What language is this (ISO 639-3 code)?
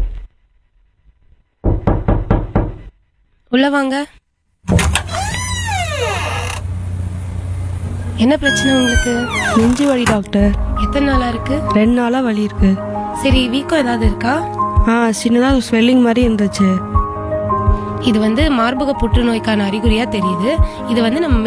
tam